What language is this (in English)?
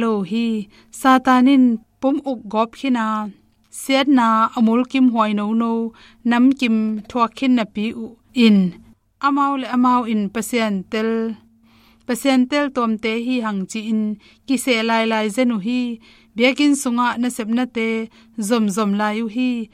Tedim Chin